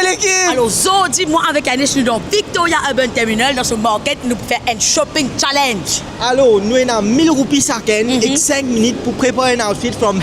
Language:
Morisyen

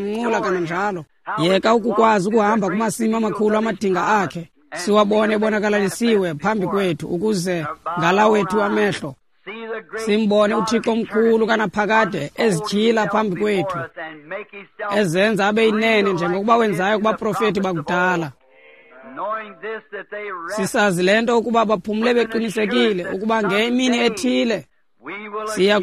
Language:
Xhosa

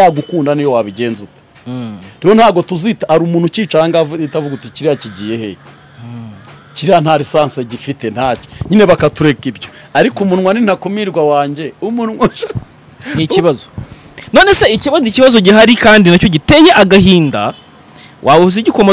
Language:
Kinyarwanda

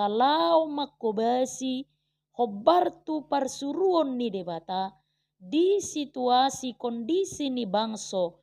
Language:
Batak Toba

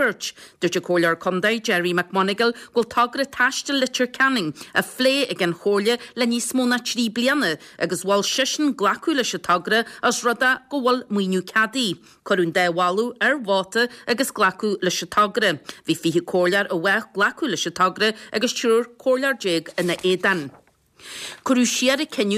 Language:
Irish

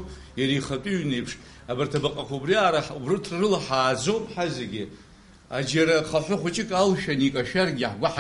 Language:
Abkhazian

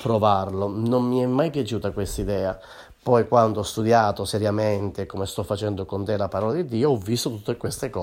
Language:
Italian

